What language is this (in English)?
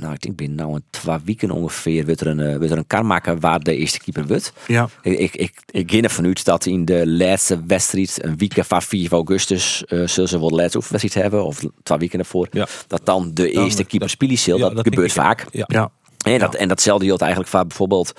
Western Frisian